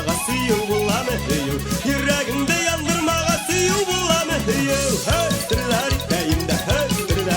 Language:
Bashkir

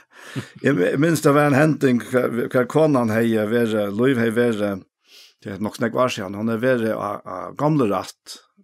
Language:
Faroese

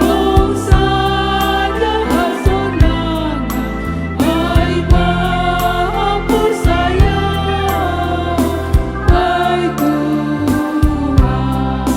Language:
Batak Simalungun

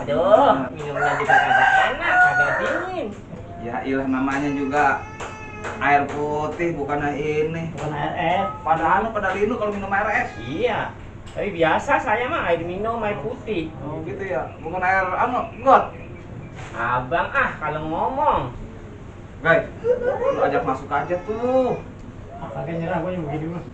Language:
Betawi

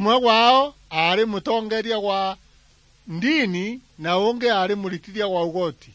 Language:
Meru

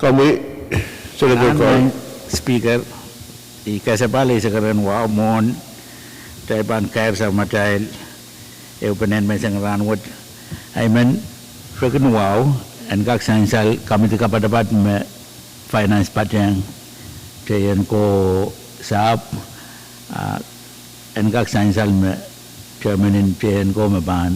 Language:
Pohnpeian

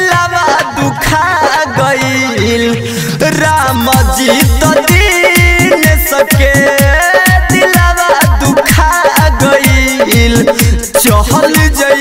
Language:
Bhojpuri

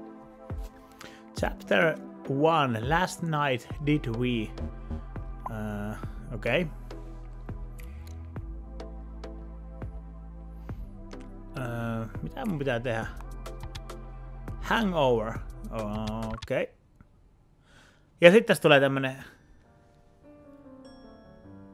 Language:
Finnish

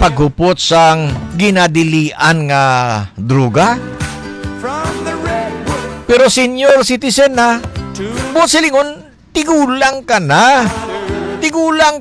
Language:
Hiligaynon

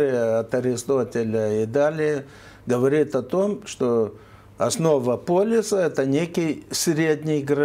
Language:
Russian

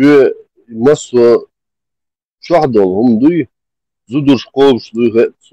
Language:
Chechen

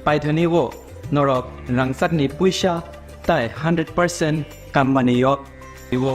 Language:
Kok Borok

